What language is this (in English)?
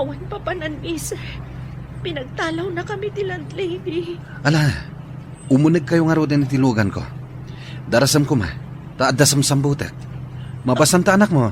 Iloko